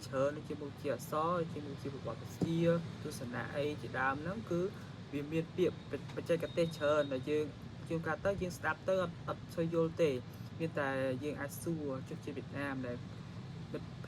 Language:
Khmer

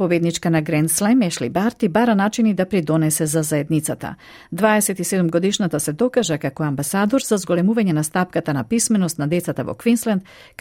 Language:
Macedonian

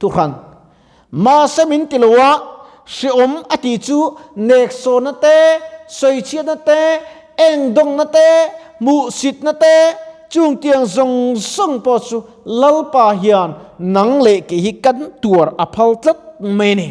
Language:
Mizo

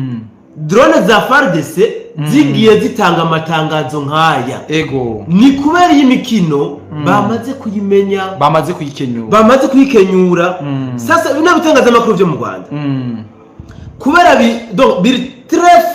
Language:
Rundi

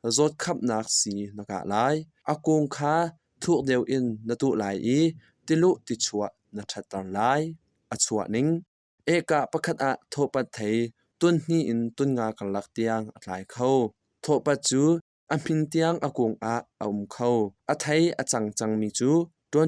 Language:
Hakha Chin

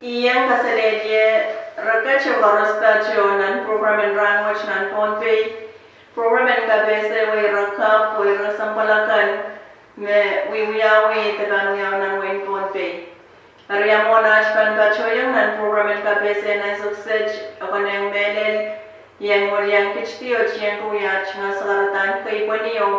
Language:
Pohnpeian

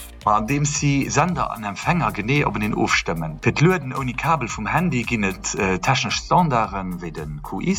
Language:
Luxembourgish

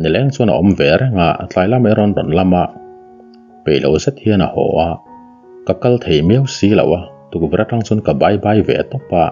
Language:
Mizo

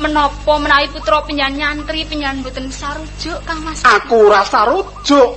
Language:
Javanese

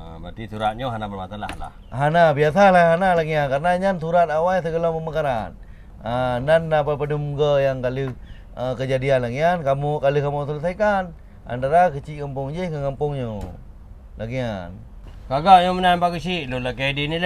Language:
Achinese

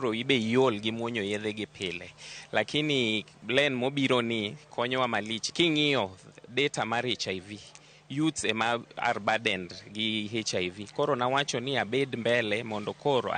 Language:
Luo (Kenya and Tanzania)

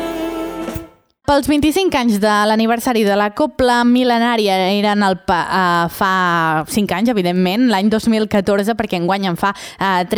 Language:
Catalan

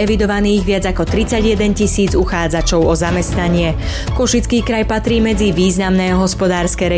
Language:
Slovak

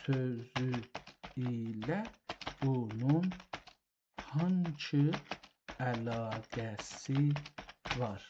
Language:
South Azerbaijani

